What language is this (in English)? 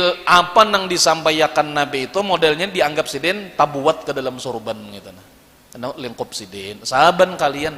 Banjar